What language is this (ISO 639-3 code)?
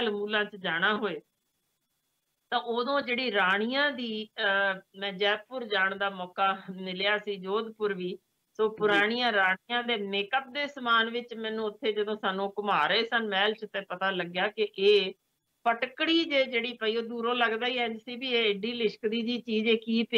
pan